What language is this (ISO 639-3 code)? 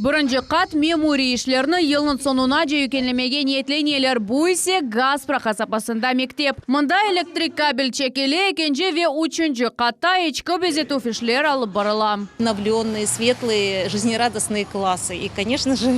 crh